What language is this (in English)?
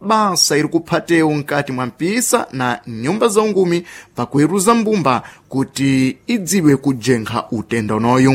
Sena